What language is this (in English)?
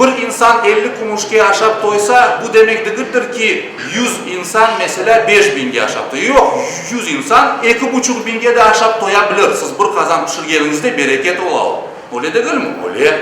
Crimean Tatar